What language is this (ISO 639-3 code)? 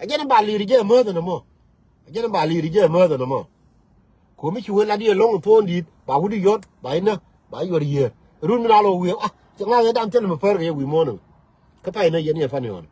nus